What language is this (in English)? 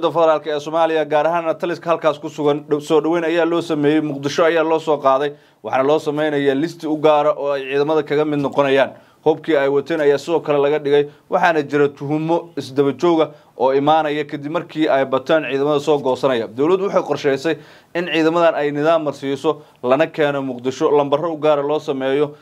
Somali